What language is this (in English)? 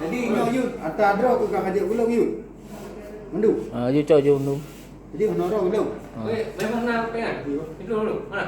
Achinese